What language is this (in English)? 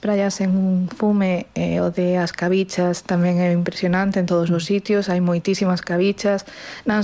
Galician